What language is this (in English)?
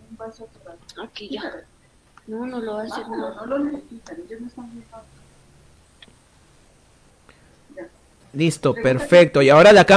Spanish